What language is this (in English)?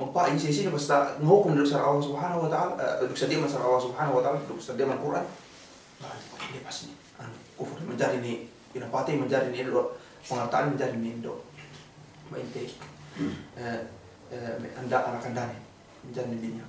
Yakan